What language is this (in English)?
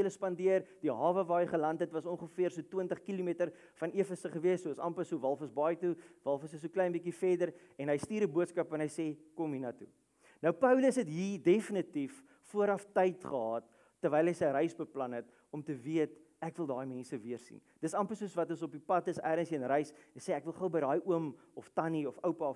Afrikaans